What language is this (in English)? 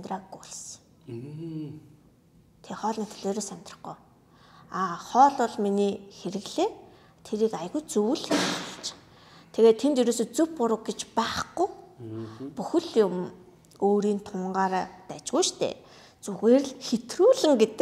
Mongolian